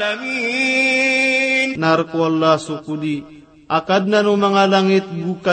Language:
Maranao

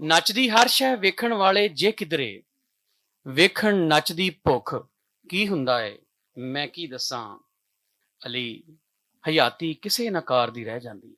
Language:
Western Panjabi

